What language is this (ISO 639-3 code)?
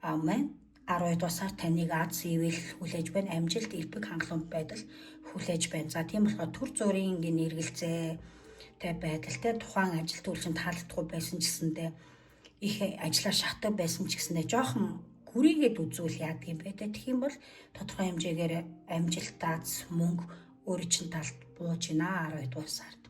mon